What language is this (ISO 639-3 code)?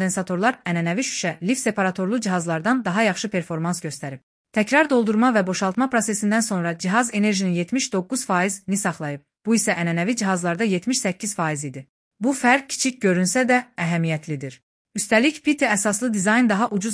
aze